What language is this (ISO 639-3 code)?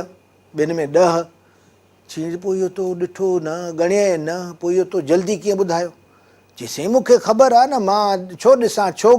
snd